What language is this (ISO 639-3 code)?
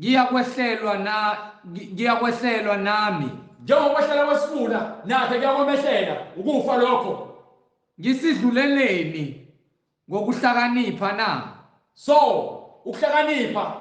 zul